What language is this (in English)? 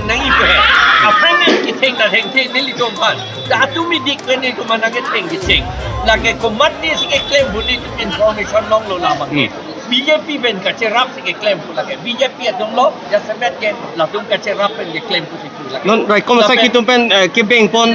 Karbi